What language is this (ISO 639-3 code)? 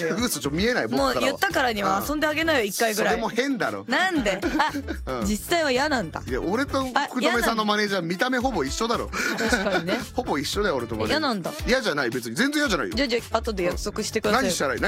jpn